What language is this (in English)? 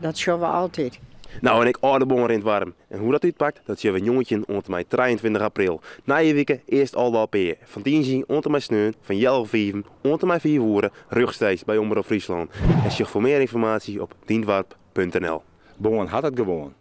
Western Frisian